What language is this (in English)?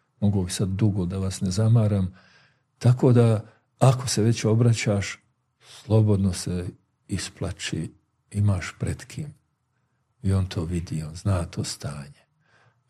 Bosnian